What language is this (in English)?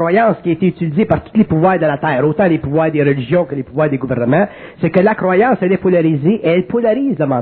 French